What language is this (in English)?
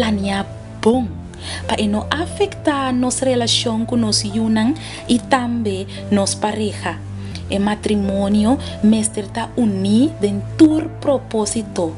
Papiamento